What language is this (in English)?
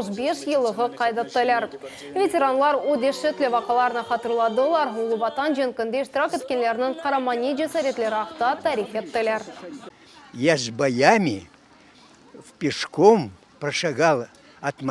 Crimean Tatar